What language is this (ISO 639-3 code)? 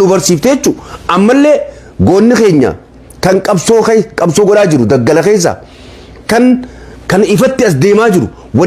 orm